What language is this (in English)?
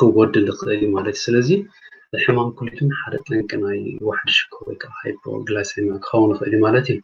Tigrinya